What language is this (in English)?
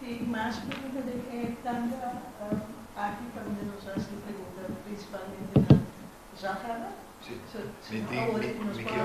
Papiamento